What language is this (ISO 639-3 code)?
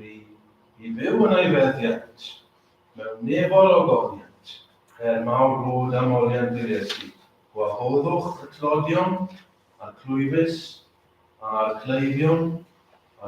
cym